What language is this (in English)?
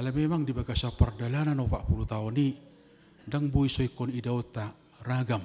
Batak Toba